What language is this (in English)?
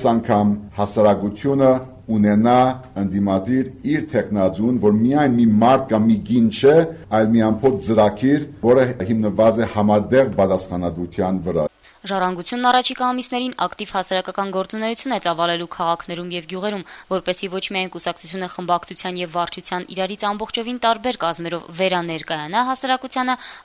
Armenian